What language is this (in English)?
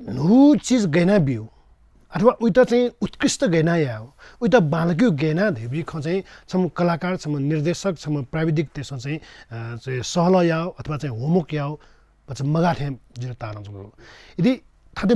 Newari